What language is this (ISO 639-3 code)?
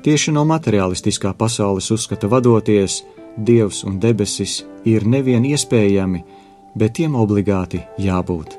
lav